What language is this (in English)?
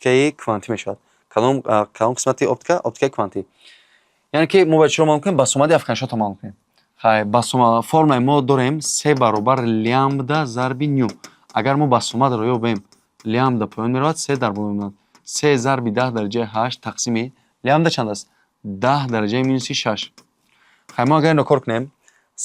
Tajik